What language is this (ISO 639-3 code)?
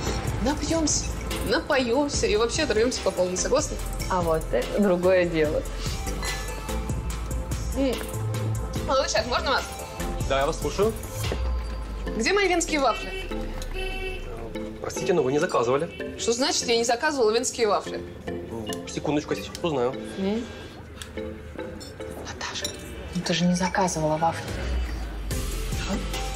rus